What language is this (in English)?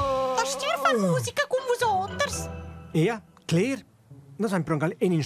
Romansh